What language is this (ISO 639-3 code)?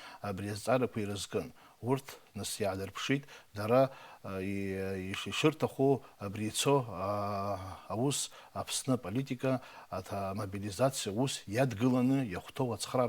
abk